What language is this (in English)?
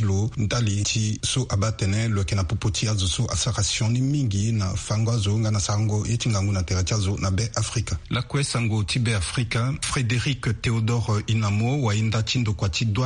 Sango